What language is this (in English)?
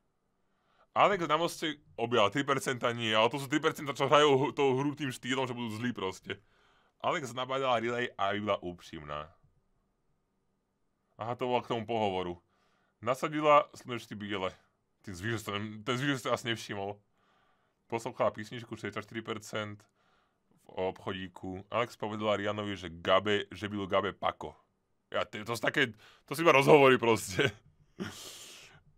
Slovak